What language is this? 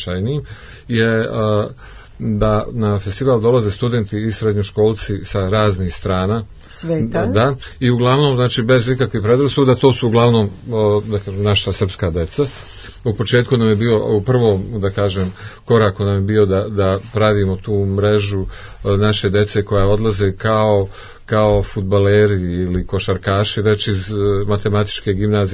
Serbian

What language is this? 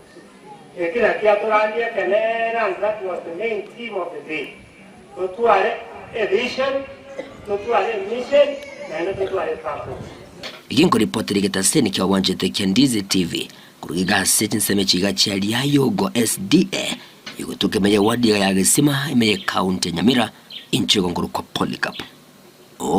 Gusii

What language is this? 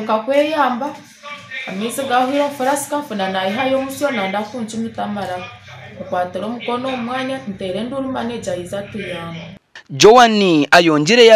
Nyankole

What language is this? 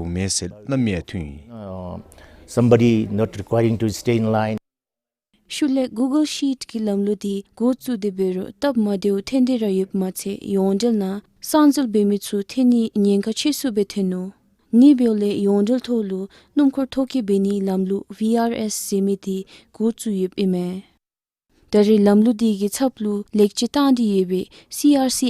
Dzongkha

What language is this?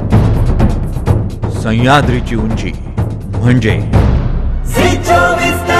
Marathi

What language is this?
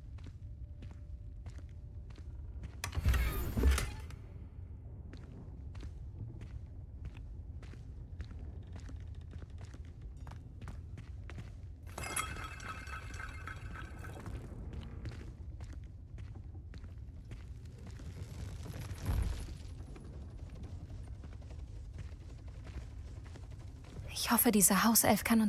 German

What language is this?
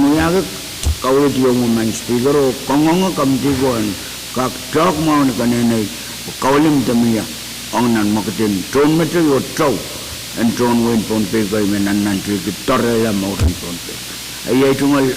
Pohnpeian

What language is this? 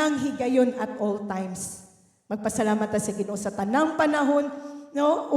Cebuano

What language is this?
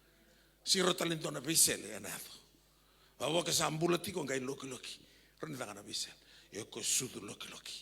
Fijian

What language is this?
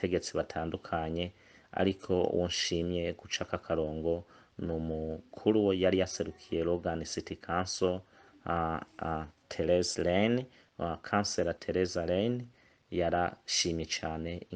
Rundi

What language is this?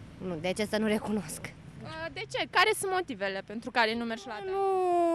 Romanian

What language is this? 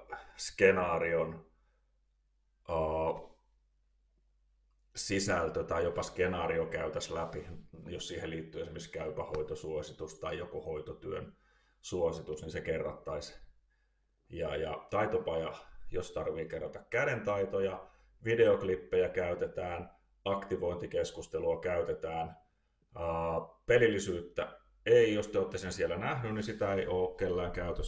Finnish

